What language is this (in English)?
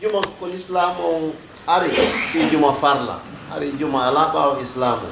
Fula